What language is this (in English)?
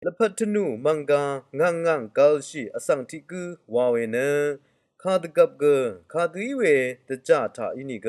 Rawang